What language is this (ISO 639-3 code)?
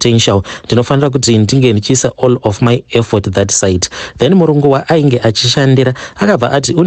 sna